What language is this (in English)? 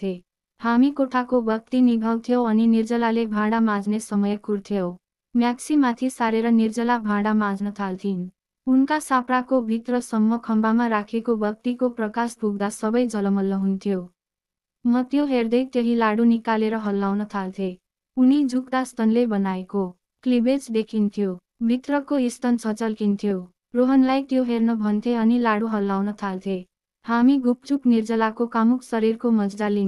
Nepali